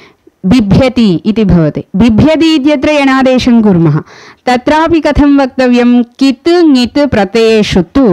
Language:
Sanskrit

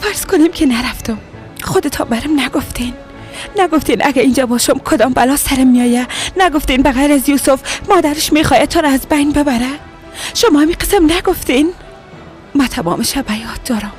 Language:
Persian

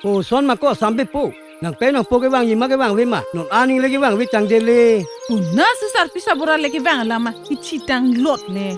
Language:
Karbi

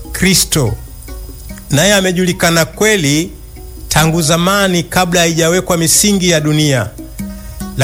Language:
Swahili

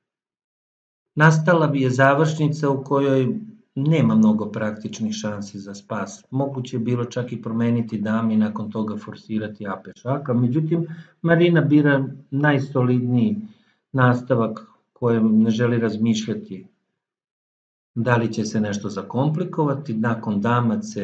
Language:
Serbian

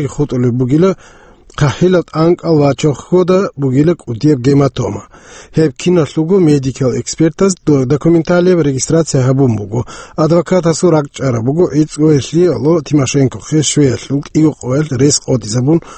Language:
Avaric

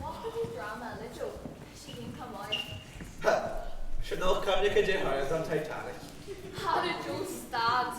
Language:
Irish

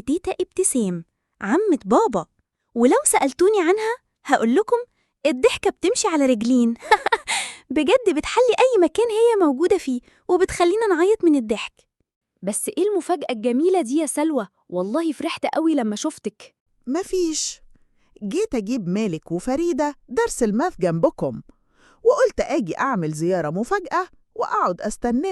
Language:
Egyptian Arabic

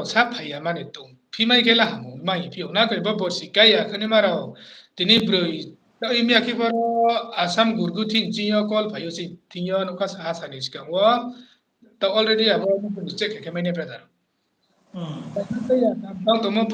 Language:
Riang (India)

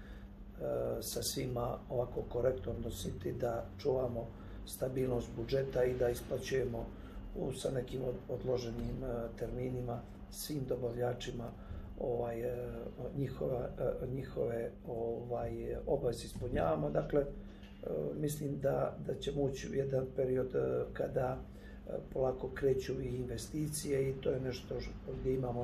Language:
Serbian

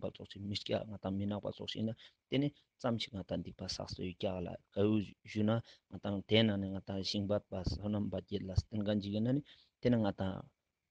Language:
Ladakhi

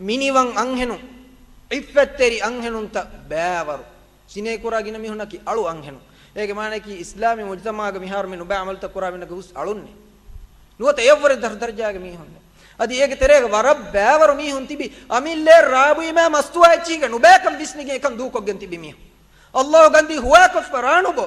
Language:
Divehi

